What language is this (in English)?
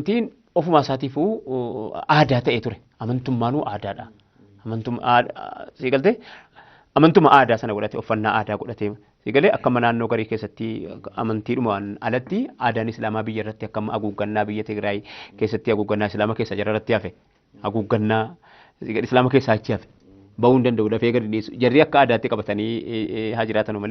Oromo